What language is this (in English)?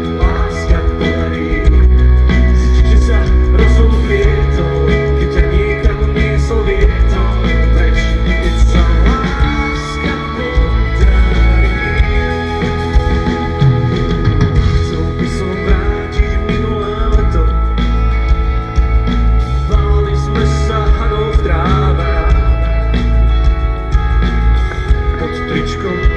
Slovak